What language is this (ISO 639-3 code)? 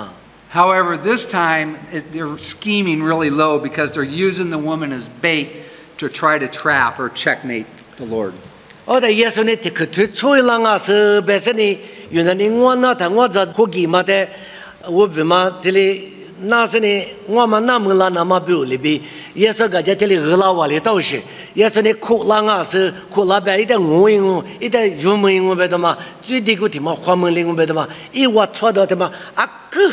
lis